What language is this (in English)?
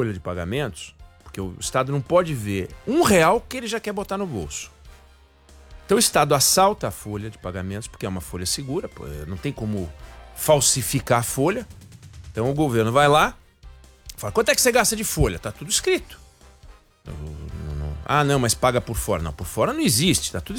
Portuguese